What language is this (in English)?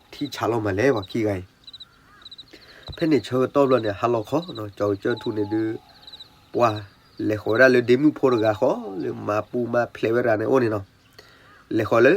S'gaw Karen